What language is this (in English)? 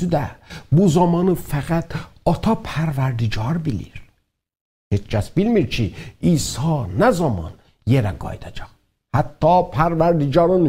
South Azerbaijani